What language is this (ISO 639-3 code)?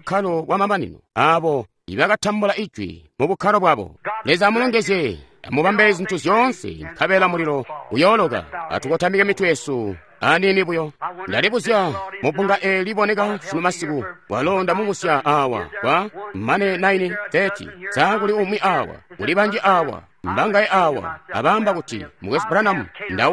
toi